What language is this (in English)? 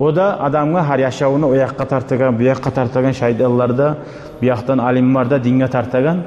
Kumyk